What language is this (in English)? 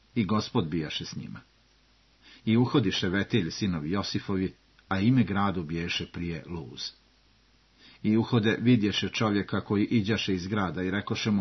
Serbian